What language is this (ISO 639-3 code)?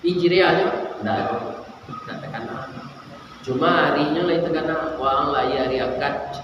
min